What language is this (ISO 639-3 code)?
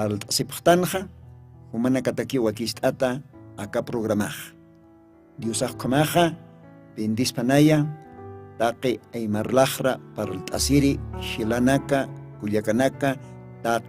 aym